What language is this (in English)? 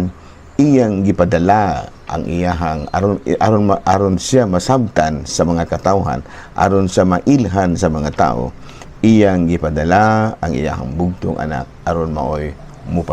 Cebuano